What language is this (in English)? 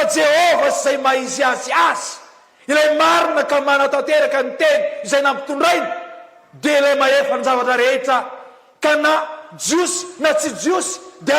Malagasy